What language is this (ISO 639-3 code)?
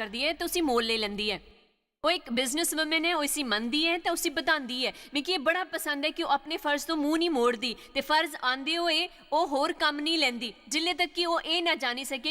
doi